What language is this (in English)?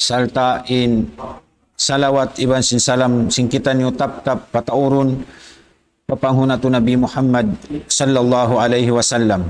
Tausug